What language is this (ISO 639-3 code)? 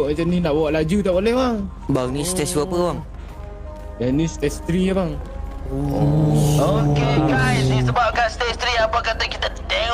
msa